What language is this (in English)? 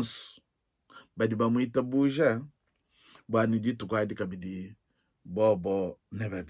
Luba-Lulua